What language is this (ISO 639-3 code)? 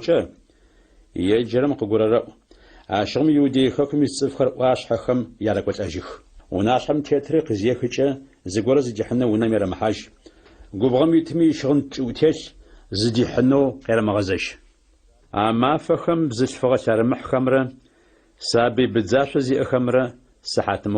ady